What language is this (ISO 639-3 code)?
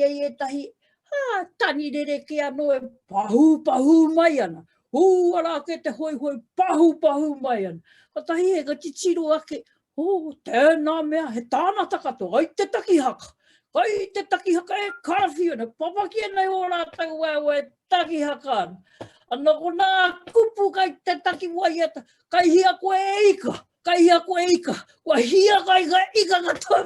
mri